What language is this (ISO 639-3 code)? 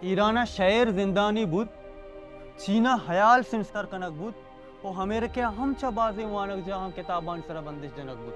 bal